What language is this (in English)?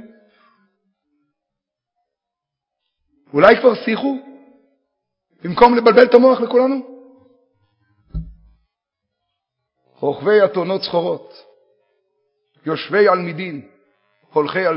Hebrew